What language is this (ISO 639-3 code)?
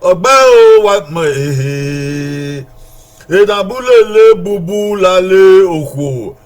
bin